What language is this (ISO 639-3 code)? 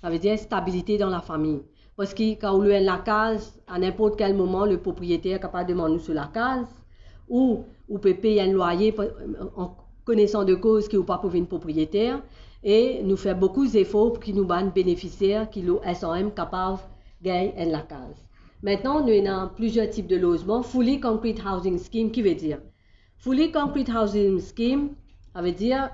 mfe